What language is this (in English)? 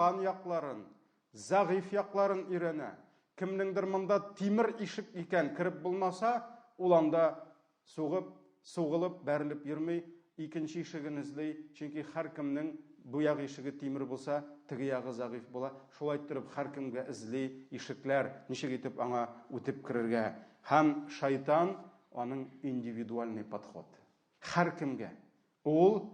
Tatar